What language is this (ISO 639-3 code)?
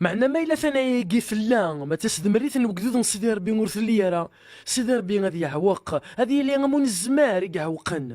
kab